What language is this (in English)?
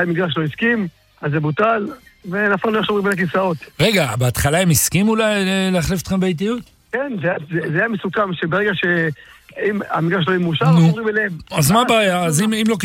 Hebrew